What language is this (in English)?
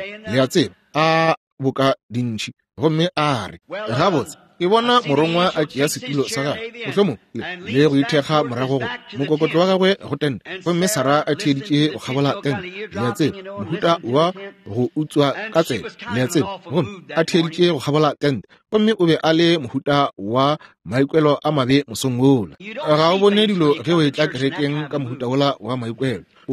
Northern Sotho